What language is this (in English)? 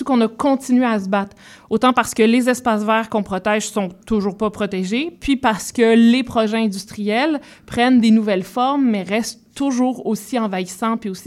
French